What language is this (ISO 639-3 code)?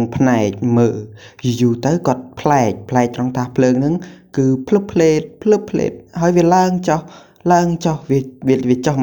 khm